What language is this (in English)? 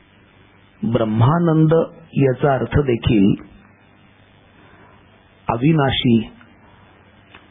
Marathi